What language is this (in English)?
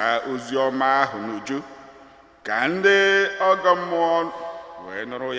Igbo